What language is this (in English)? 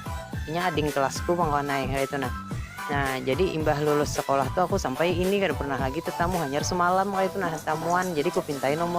Banjar